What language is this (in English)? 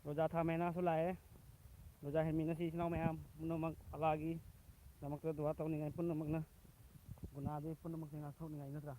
Manipuri